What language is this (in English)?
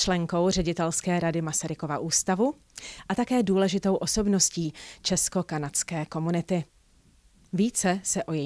Czech